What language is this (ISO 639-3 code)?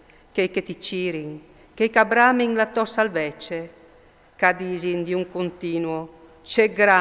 fur